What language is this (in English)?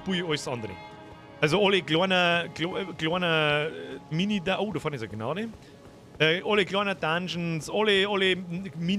Bavarian